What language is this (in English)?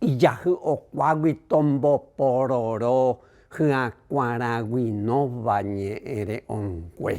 Guarani